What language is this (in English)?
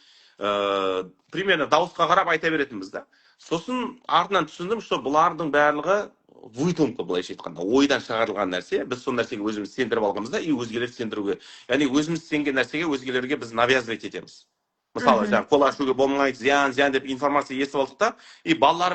Kazakh